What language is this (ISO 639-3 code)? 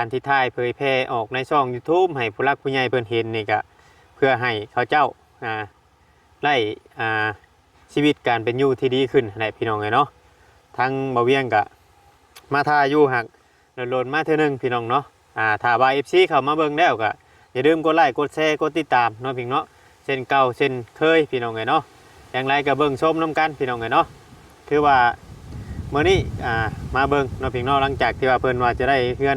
tts